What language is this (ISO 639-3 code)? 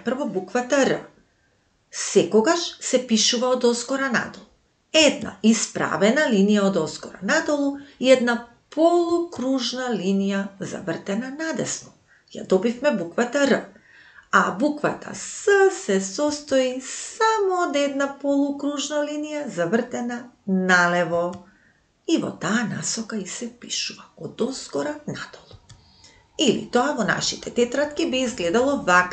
mkd